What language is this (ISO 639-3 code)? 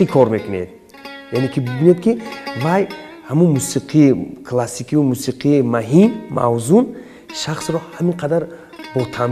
tgk